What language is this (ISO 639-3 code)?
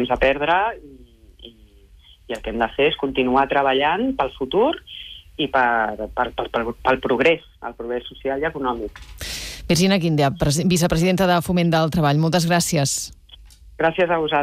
cat